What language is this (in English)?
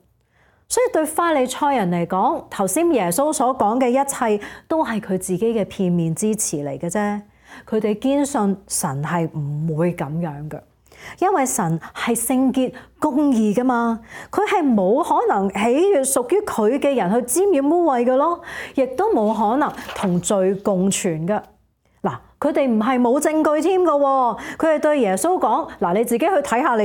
Cantonese